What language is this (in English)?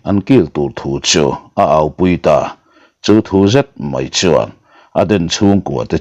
Mizo